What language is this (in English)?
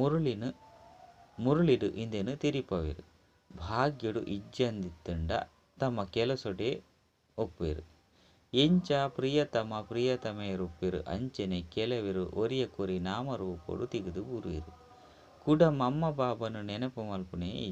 Tulu